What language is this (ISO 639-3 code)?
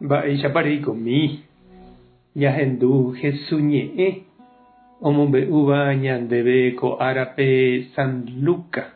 grn